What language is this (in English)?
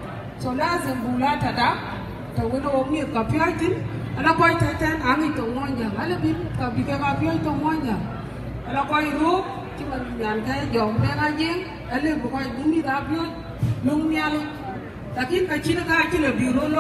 Dinka